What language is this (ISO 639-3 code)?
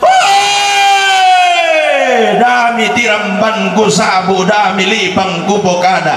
sda